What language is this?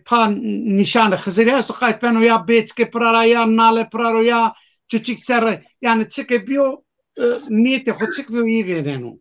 Zaza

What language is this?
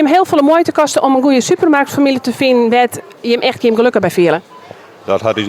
Western Frisian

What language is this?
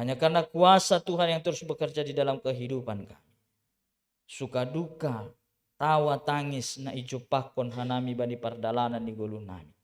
Batak Simalungun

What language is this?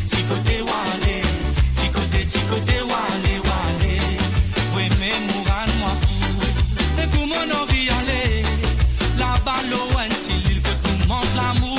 Morisyen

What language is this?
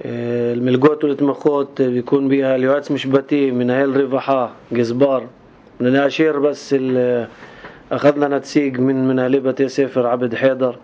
North Levantine Arabic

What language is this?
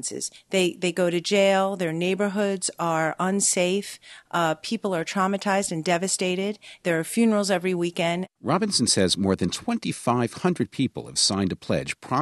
English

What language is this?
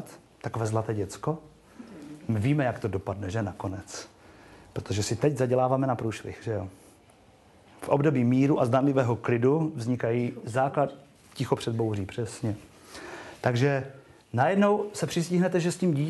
Czech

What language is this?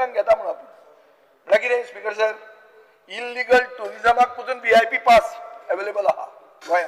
Konkani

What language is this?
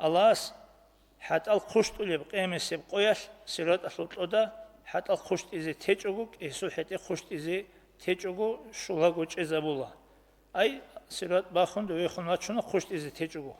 Avaric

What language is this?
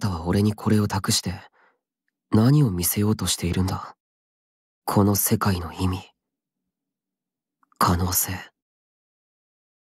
Japanese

